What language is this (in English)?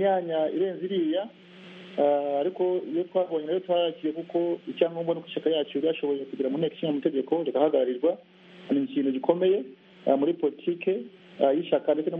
Kinyarwanda